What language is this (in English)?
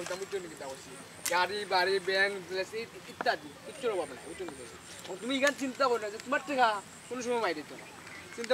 Sylheti